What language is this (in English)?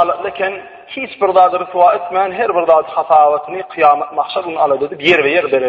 Turkmen